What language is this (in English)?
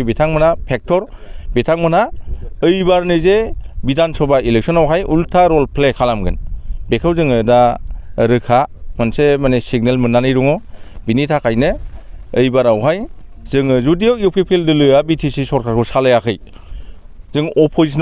Bodo